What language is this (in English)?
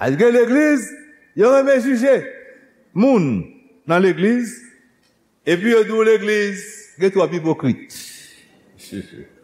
Haitian Creole